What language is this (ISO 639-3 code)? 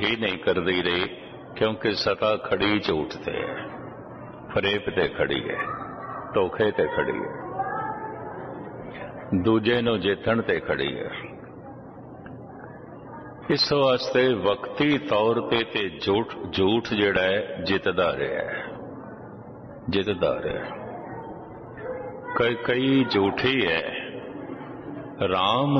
pan